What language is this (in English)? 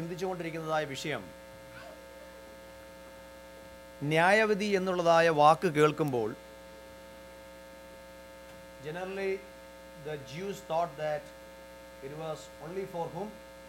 Malayalam